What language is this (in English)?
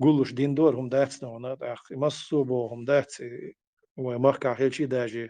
Chechen